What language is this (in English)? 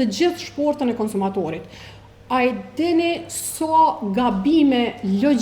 Albanian